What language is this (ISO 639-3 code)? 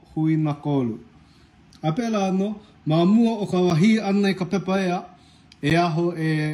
haw